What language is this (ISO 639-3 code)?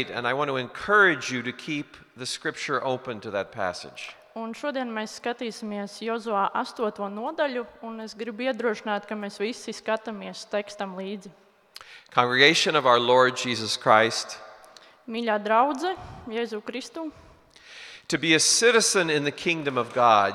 lav